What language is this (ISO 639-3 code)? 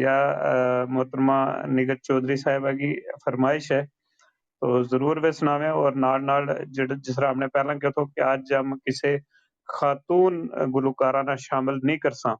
gju